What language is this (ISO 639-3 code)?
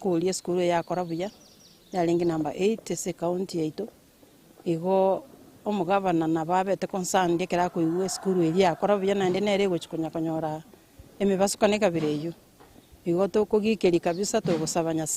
guz